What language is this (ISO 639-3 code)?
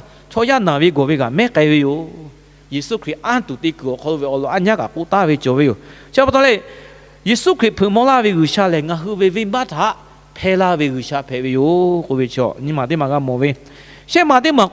lhu